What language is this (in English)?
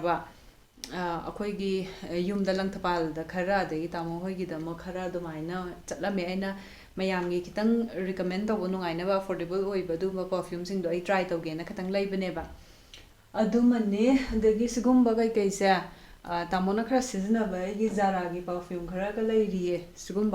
Manipuri